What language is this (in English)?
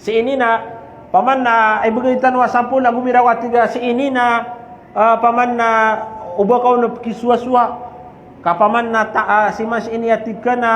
Maranao